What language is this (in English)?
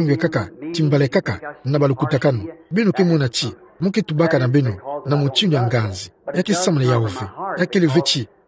Kituba (Democratic Republic of Congo)